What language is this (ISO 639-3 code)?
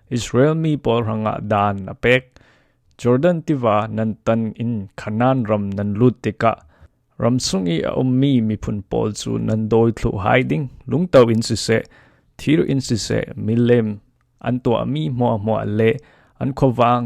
cfm